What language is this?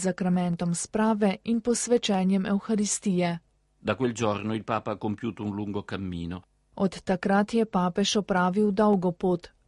Slovenian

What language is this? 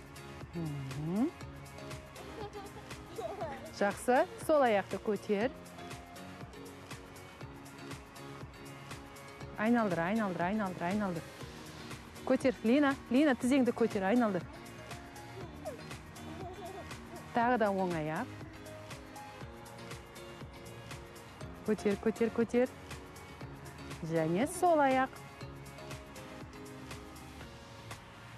Kazakh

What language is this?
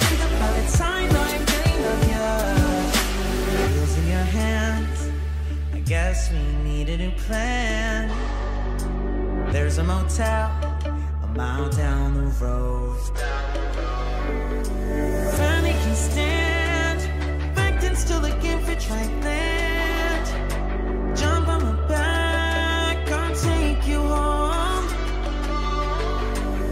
English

